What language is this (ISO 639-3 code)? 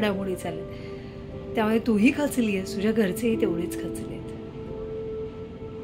mar